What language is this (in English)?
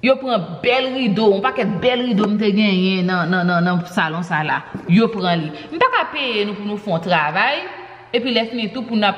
Haitian Creole